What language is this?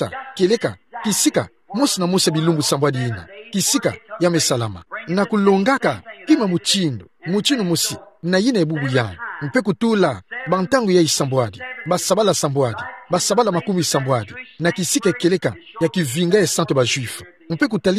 Kituba (Democratic Republic of Congo)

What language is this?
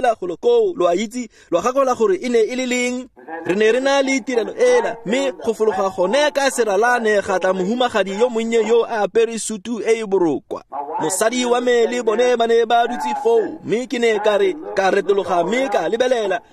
Tswana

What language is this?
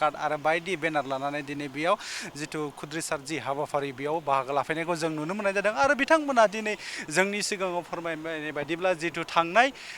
Bodo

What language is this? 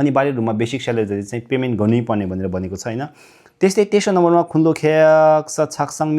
Nepali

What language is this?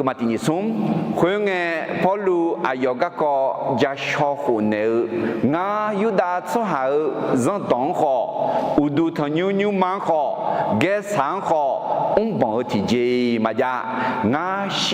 Akha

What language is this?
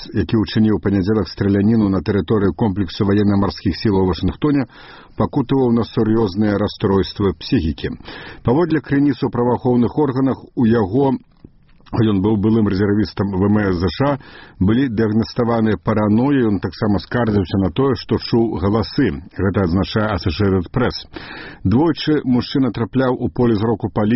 Belarusian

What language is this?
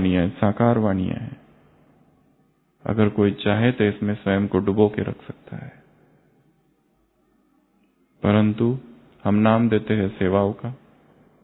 Hindi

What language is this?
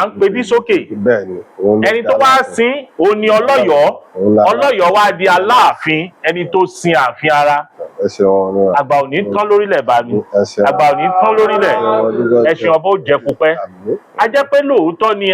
Yoruba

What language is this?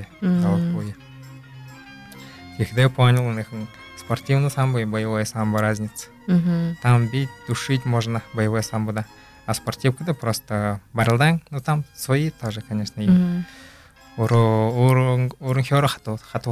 Buriat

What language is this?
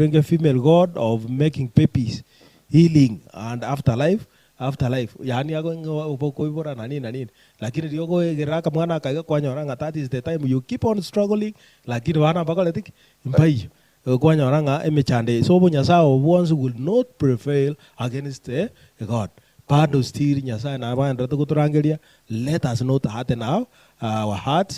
Gusii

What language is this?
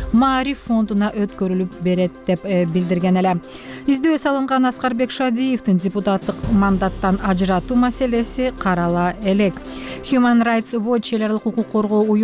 Kyrgyz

